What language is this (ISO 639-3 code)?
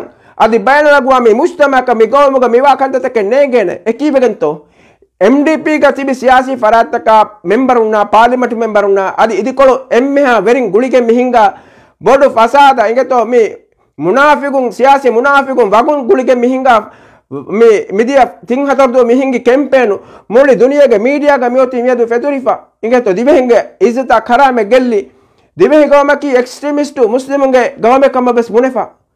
div